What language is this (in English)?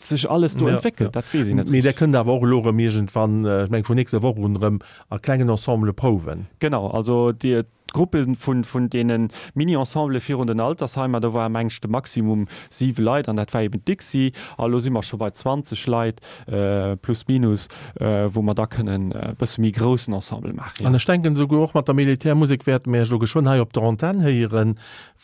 Luxembourgish